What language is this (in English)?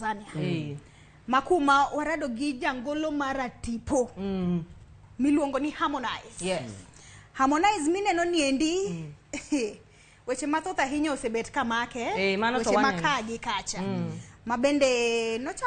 Luo (Kenya and Tanzania)